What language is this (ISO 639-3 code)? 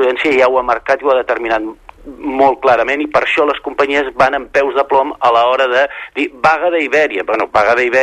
cat